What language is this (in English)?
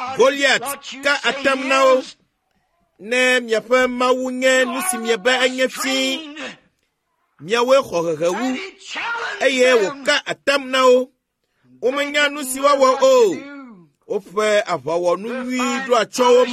Ewe